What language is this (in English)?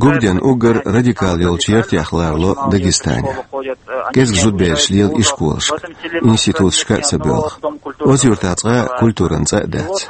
Chechen